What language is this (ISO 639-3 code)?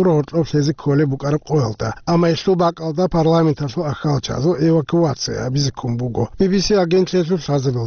ava